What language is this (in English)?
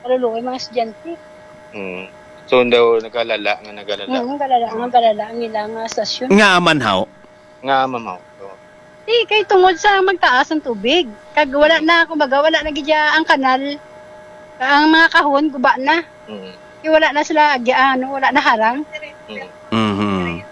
Hiligaynon